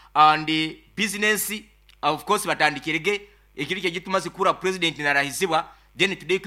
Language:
Nyankole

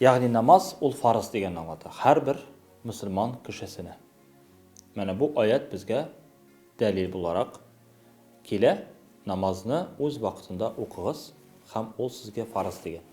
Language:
Tatar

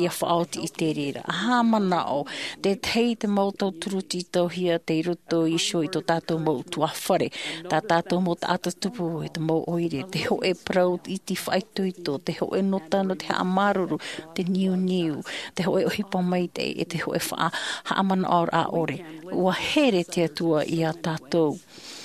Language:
Tahitian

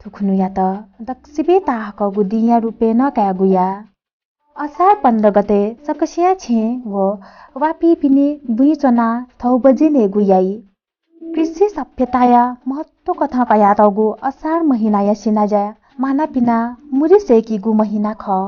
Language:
Newari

